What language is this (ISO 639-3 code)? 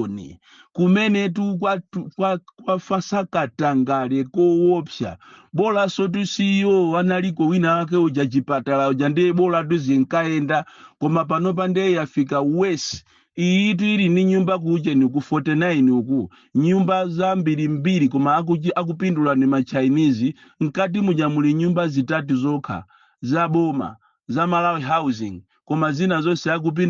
nya